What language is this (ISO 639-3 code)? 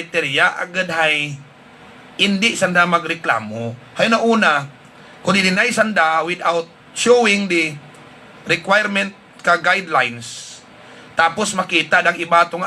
hil